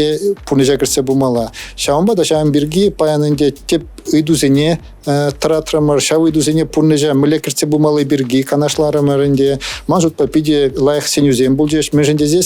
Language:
Chuvash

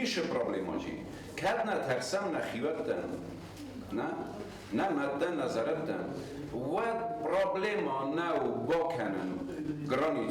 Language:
Ossetic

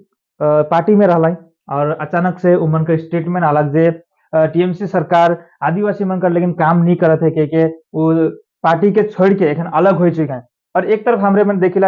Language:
Sadri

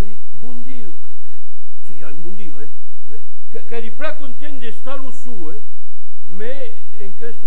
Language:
Occitan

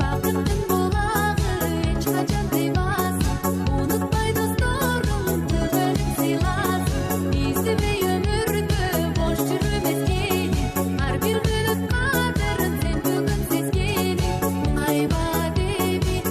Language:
Kara-Kalpak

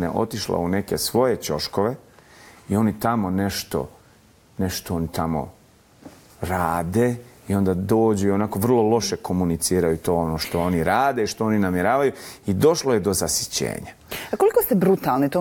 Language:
Bosnian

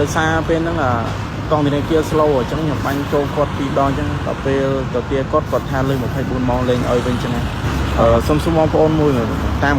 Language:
Khmer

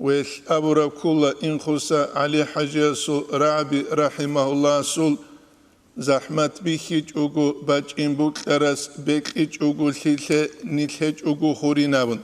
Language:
Avaric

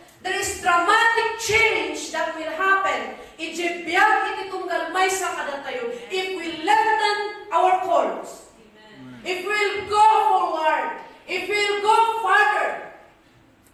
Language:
Iloko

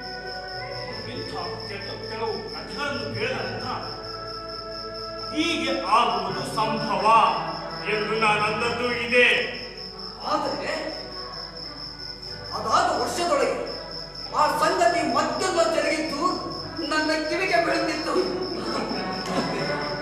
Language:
Kannada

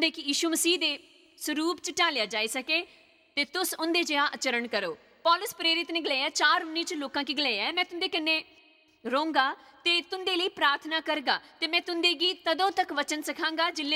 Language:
Dogri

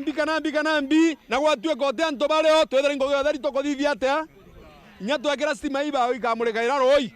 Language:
Meru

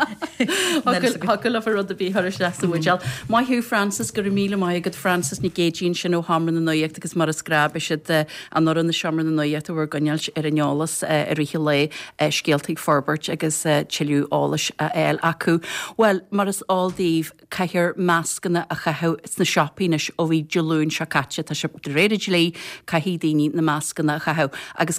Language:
Irish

